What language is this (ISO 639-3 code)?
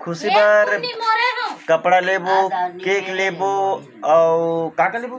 hne